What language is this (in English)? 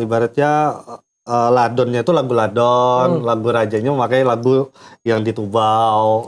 Banjar